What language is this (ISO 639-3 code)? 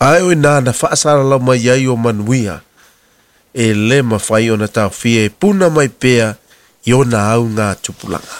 smo